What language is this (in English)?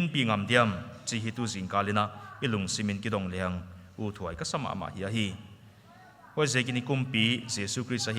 Paite Chin